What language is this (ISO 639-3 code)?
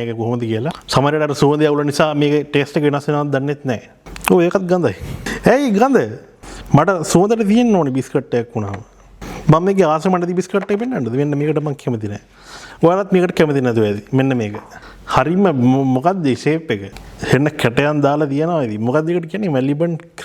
sin